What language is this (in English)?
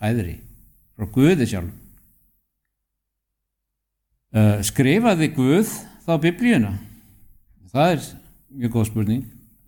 Icelandic